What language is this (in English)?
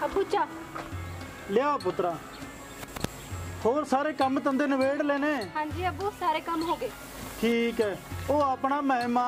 Punjabi